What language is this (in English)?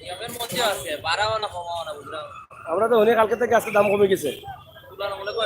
Sylheti